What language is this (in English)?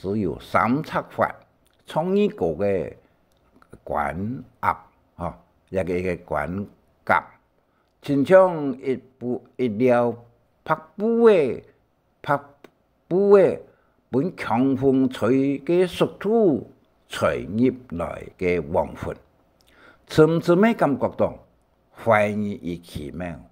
Hakka Chinese